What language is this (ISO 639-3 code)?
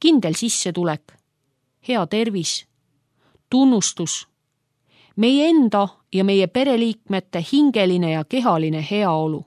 est